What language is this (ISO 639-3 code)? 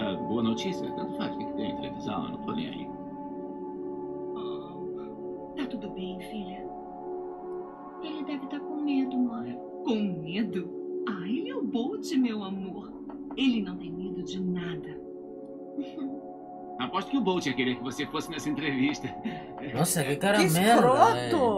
por